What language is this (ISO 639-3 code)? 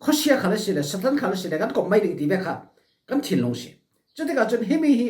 cfm